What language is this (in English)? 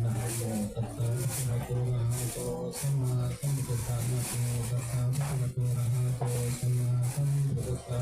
Pali